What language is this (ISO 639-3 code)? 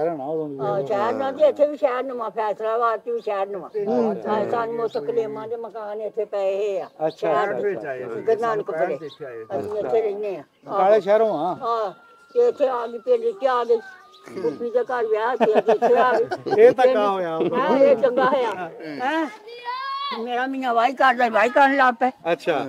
pan